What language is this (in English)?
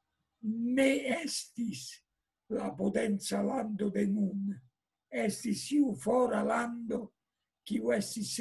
Esperanto